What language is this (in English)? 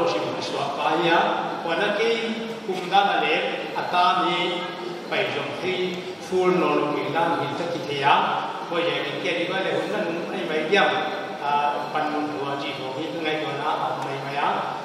Paite Chin